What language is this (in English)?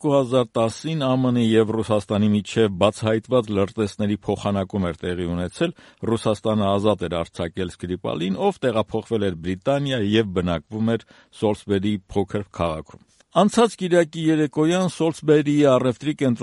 Armenian